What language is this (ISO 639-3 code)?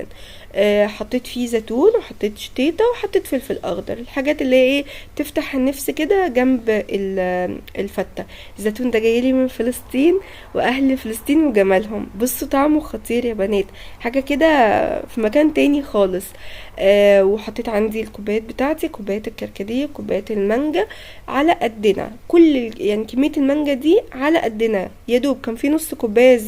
arz